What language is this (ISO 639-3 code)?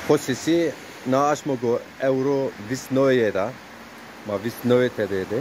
zza